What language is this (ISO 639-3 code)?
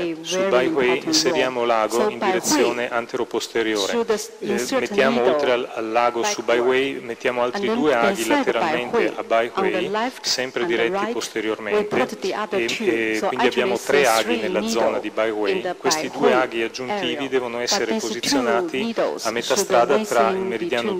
ita